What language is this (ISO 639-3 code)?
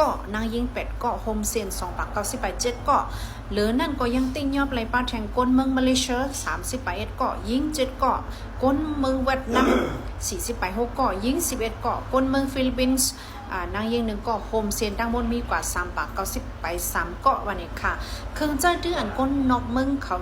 shn